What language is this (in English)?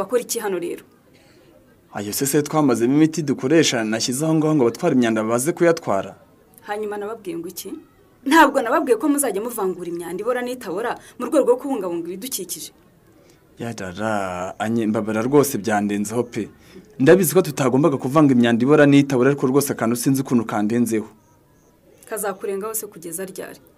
Kinyarwanda